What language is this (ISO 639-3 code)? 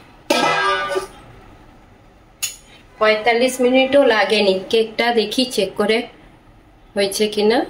ben